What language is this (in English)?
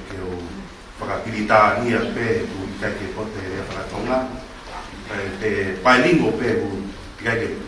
Tongan